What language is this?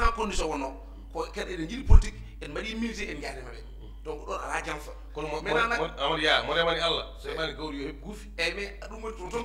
Fula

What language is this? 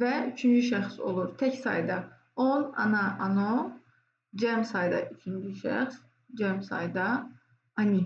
Azerbaijani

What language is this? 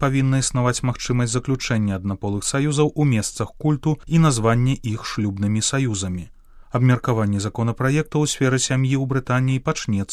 Belarusian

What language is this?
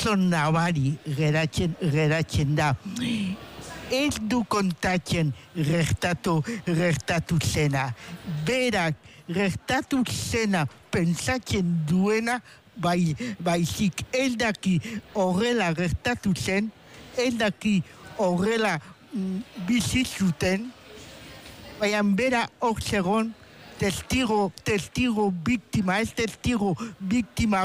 Basque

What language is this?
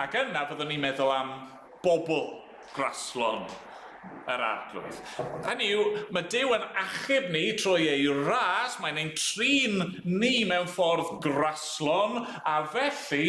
Welsh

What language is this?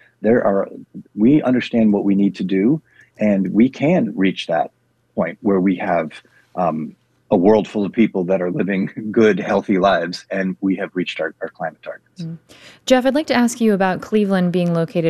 English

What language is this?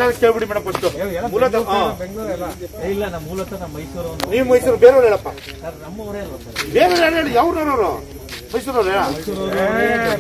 Kannada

